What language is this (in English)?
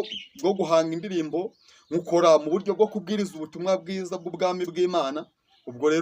Kinyarwanda